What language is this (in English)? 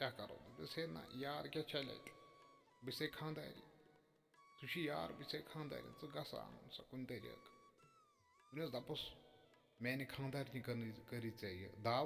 Kashmiri